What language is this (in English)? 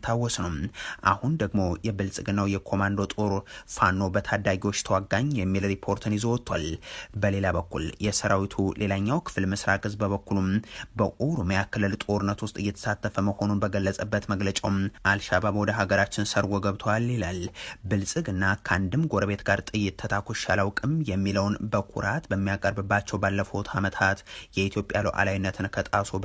Amharic